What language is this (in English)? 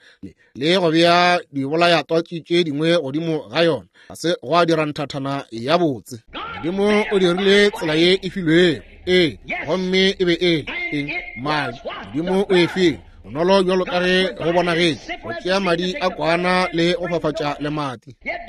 Northern Sotho